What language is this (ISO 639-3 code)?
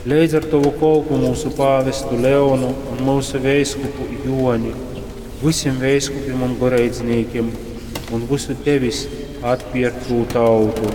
ltg